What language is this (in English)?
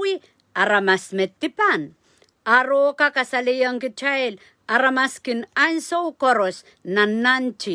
Pohnpeian